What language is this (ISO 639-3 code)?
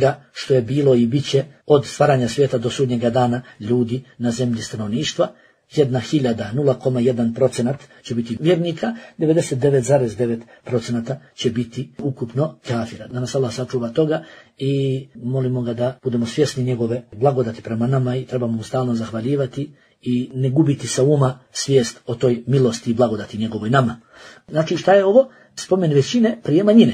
bos